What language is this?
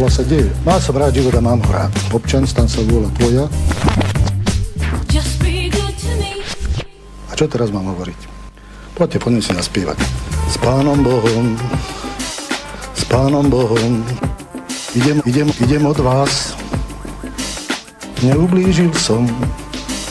Slovak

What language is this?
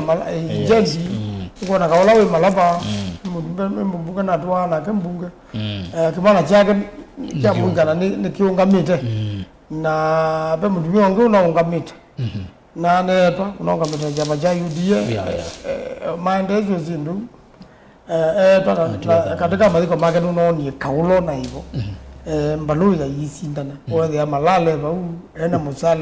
Kamba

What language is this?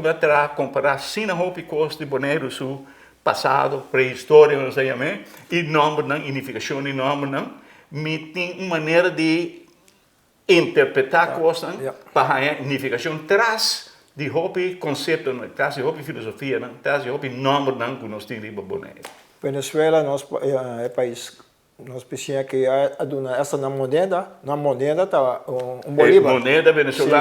Papiamento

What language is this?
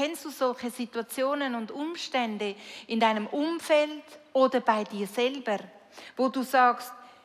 Swiss German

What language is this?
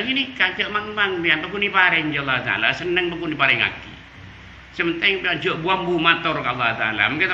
Madurese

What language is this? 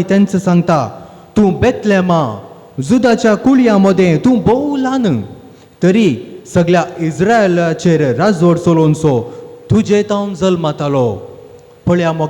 Konkani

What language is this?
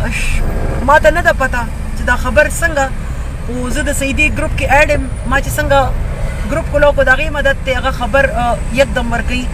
Pashto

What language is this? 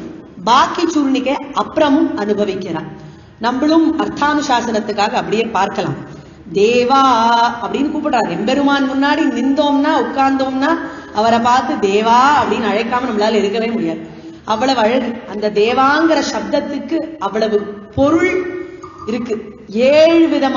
Tamil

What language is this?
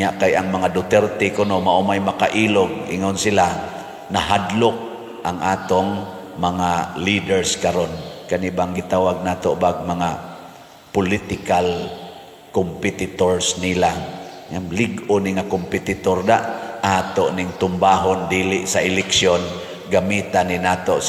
Cebuano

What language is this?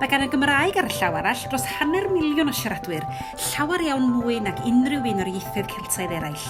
Welsh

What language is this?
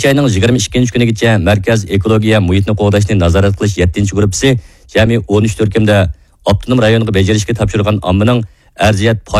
Uyghur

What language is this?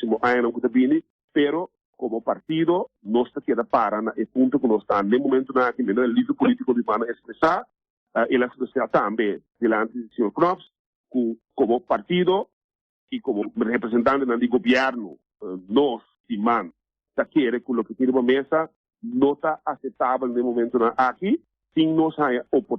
Papiamento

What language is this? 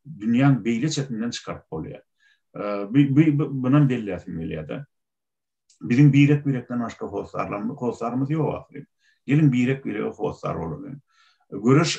Turkmen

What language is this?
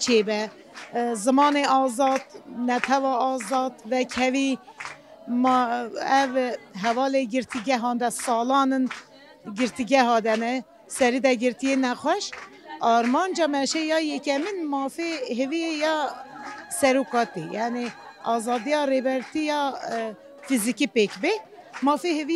Kurdish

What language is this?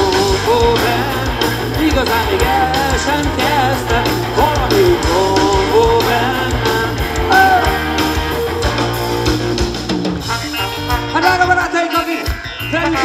Hungarian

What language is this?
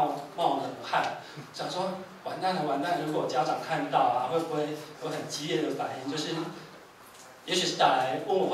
Chinese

